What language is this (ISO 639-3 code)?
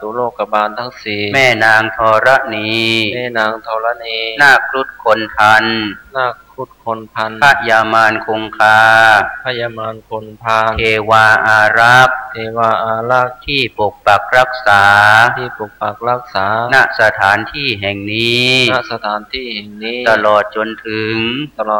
pli